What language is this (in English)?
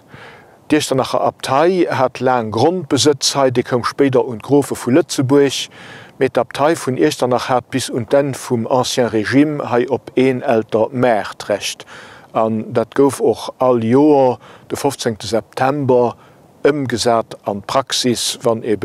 Luxembourgish